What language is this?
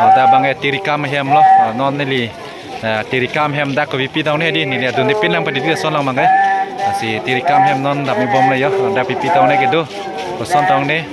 Karbi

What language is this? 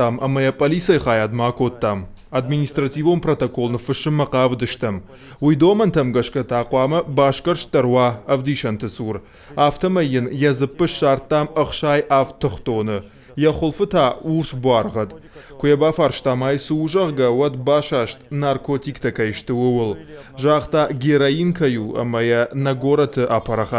Ossetic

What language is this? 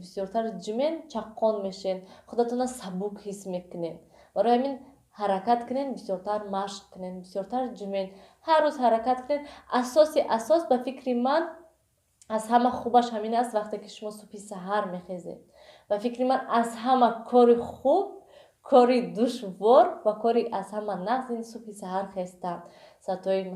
Tajik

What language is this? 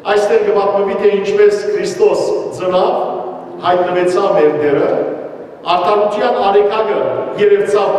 Western Armenian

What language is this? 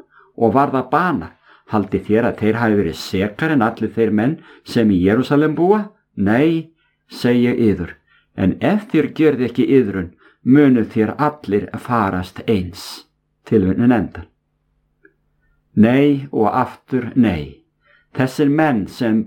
Icelandic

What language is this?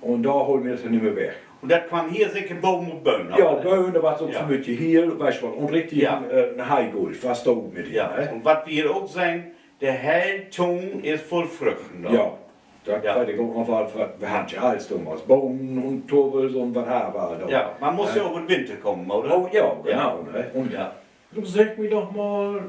Low German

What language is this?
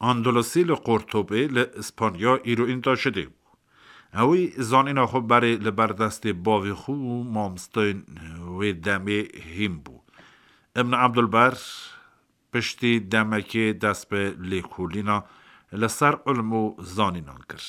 Kurdish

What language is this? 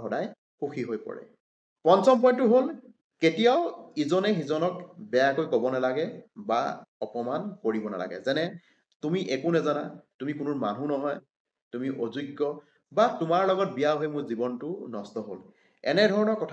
Assamese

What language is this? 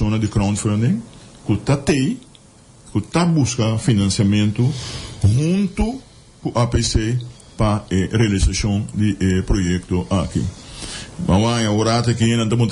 Papiamento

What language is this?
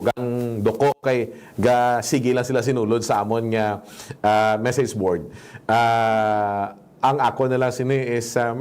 Hiligaynon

